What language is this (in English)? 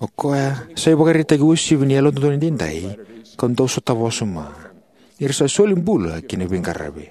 Fijian